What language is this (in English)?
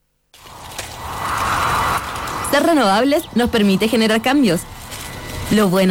Spanish